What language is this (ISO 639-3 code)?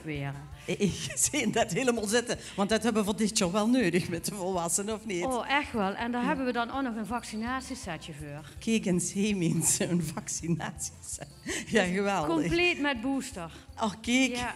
lim